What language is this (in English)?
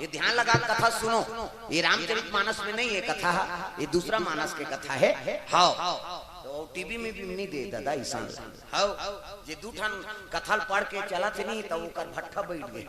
Chhattisgarhi